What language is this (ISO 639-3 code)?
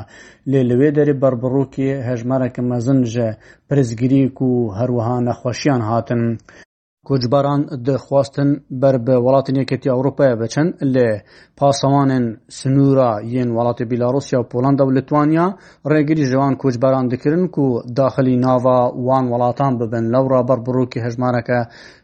kur